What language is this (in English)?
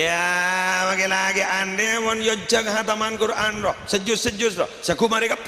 Madurese